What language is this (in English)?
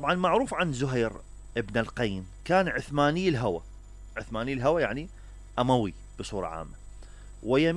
Mesopotamian Arabic